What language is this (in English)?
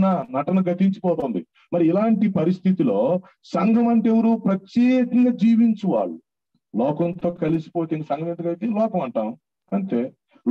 Telugu